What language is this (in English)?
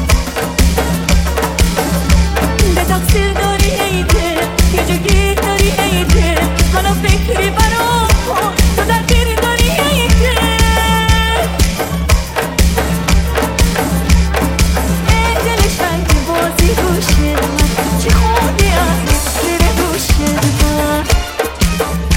Persian